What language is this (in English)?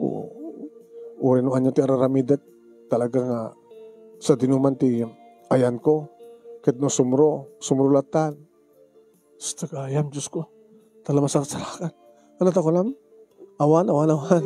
Iloko